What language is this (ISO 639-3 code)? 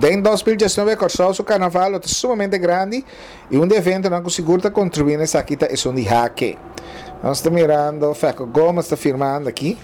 pap